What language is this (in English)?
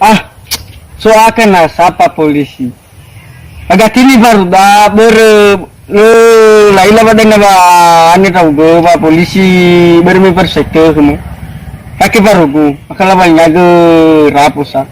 Nias